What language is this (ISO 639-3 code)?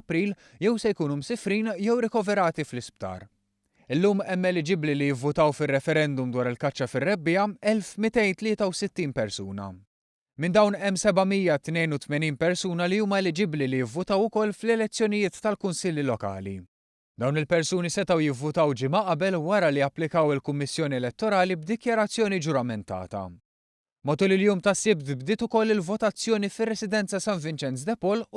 mlt